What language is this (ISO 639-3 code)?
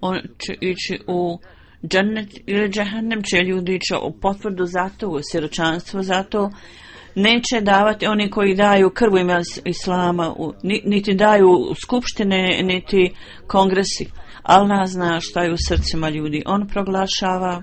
bos